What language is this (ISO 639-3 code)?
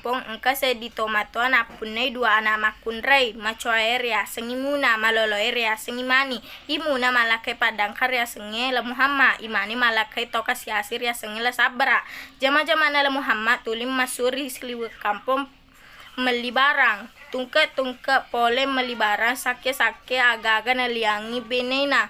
bug